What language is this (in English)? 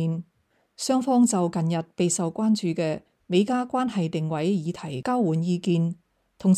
Cantonese